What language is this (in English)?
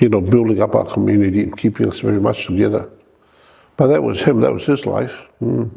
Tongan